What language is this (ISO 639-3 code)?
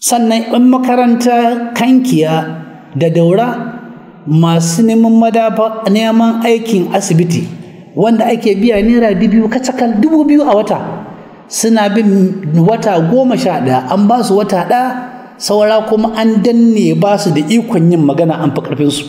hau